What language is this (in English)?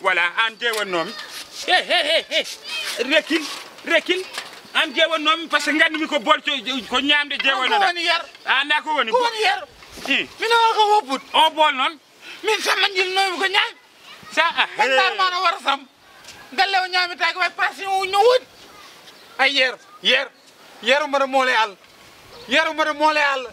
Fula